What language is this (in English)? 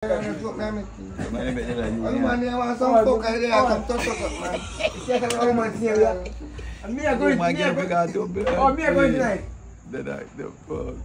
Jamaican Creole English